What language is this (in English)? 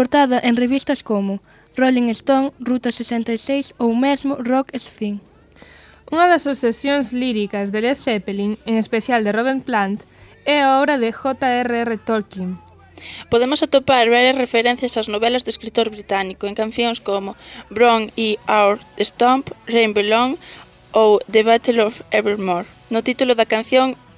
Galician